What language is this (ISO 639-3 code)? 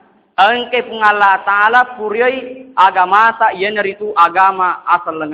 bug